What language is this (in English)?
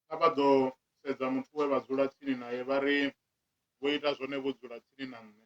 Venda